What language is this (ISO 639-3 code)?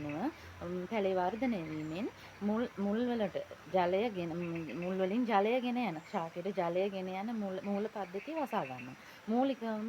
sin